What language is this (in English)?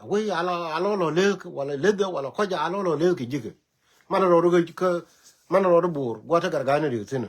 Nuer